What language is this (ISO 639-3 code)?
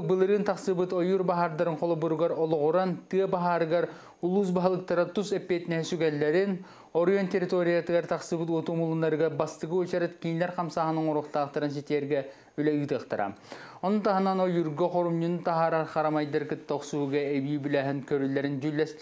sah